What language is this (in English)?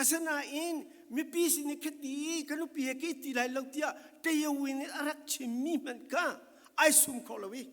Falam Chin